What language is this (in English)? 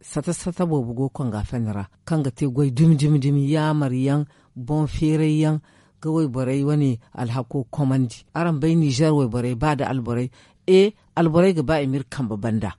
Zarma